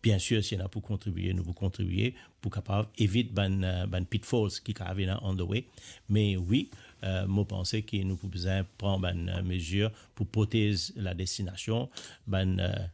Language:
Morisyen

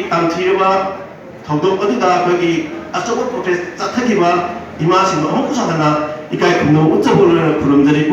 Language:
Manipuri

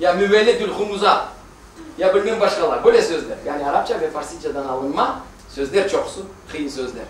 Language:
Crimean Tatar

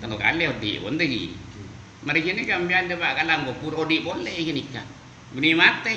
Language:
Madurese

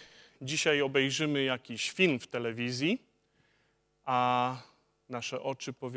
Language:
Polish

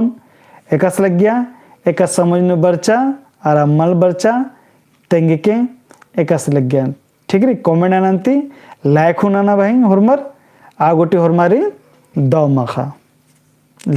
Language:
Kurukh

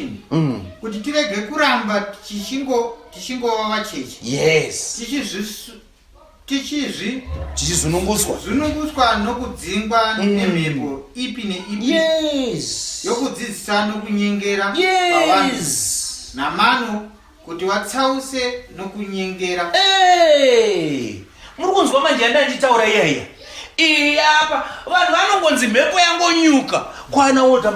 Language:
Shona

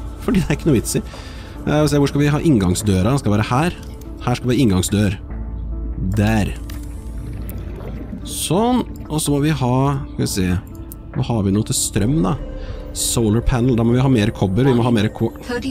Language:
Norwegian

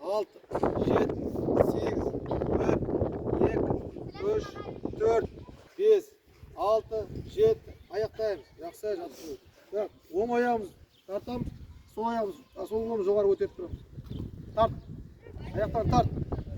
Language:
Kazakh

